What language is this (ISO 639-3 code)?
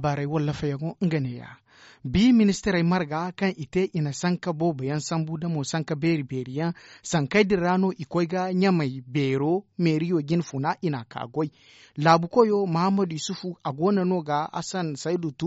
dje